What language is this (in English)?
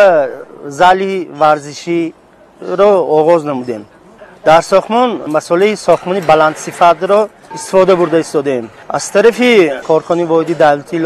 Tajik